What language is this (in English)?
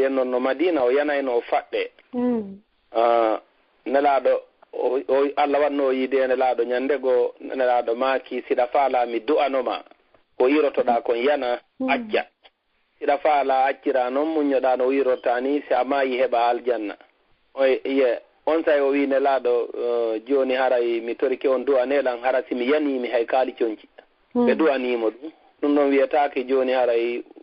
Fula